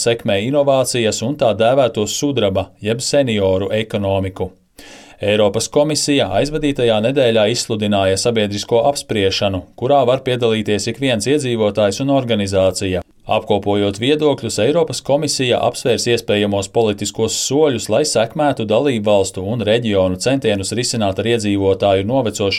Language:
Latvian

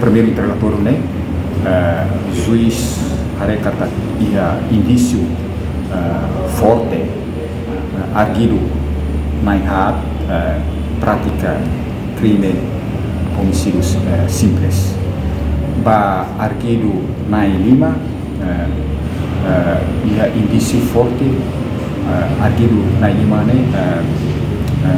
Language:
Tetum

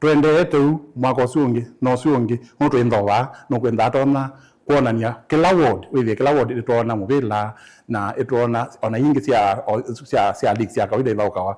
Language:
Kamba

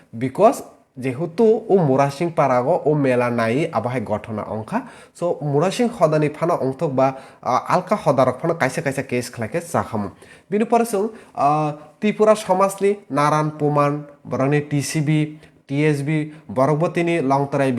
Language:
Kok Borok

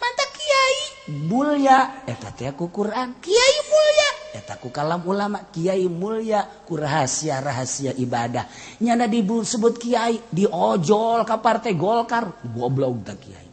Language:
Sundanese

